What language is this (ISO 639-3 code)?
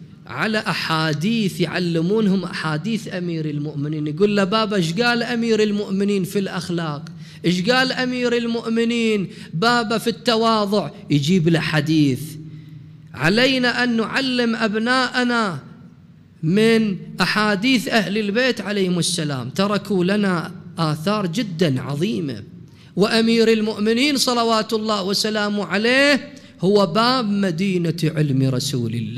acm